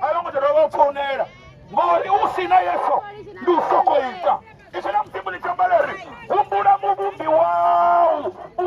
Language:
Venda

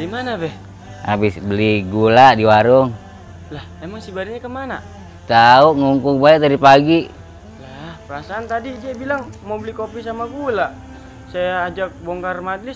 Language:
Betawi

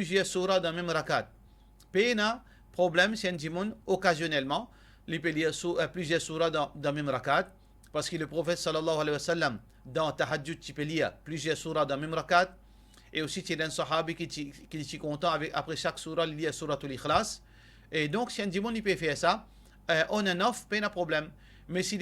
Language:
Morisyen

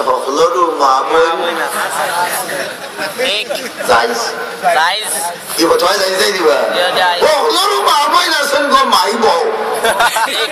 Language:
Sylheti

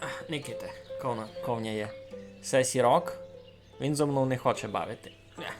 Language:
Rusyn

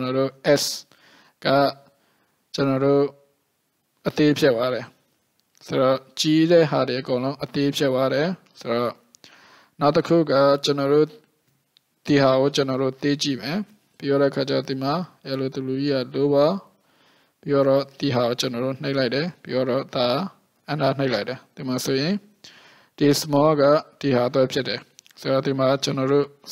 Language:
Burmese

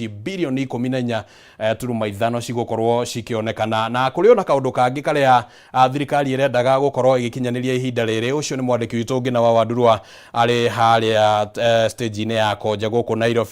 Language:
Kikuyu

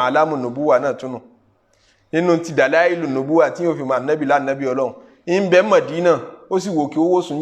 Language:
Yoruba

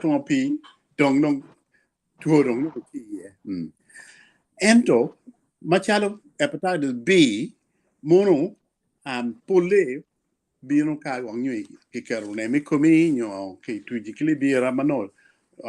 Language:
Acoli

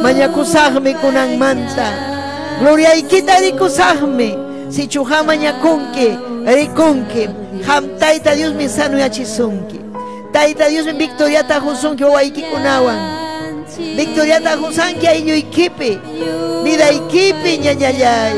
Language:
Ayacucho Quechua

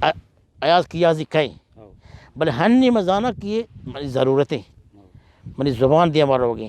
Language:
Baluchi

